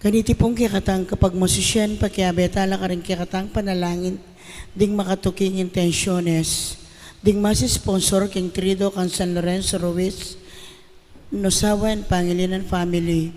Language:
Pampanga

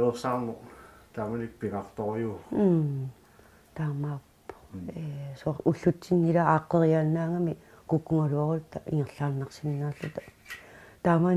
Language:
Kalaallisut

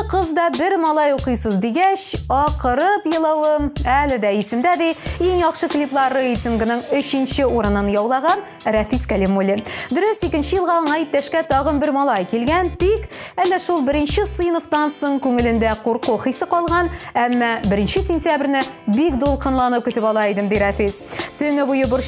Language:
Tatar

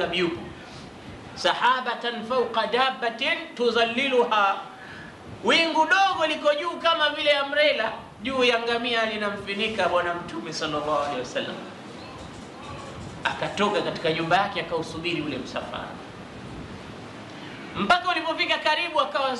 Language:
Swahili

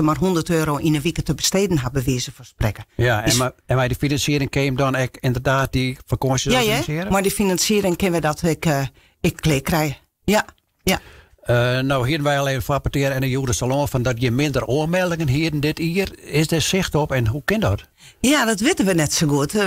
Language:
Western Frisian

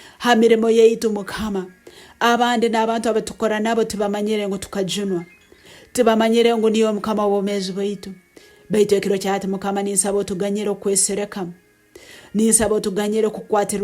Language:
Nyoro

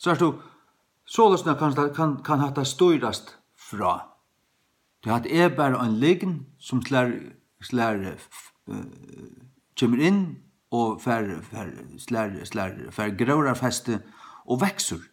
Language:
Faroese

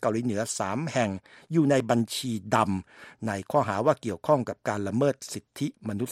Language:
Thai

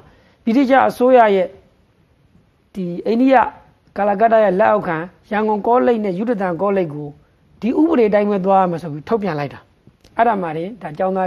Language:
Burmese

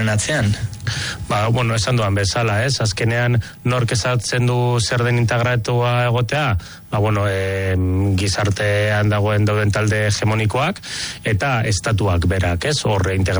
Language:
Basque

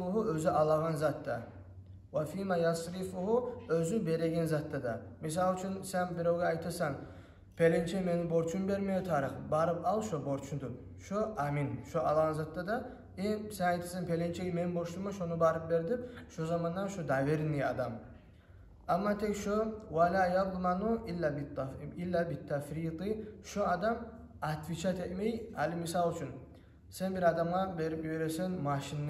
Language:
Kumyk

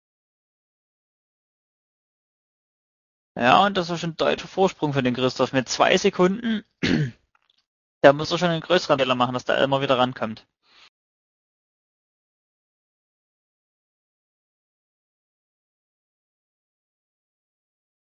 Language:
German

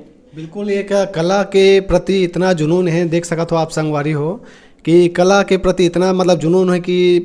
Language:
Chhattisgarhi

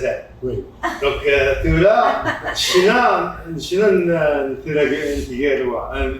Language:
Kabyle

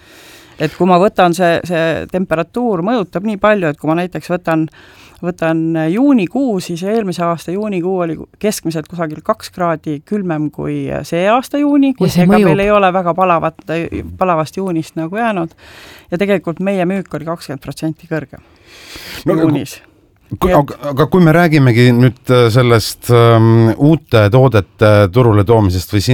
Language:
Estonian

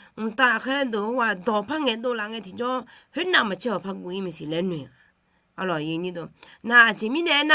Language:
Akha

